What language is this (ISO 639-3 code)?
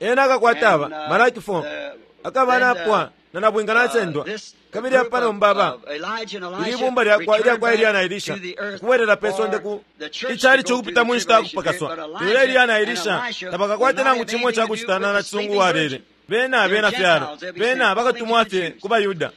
bem